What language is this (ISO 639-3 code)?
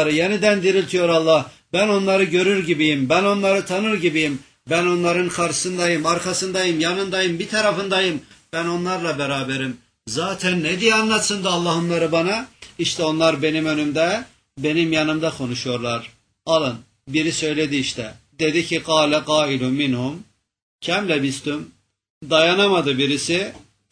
tur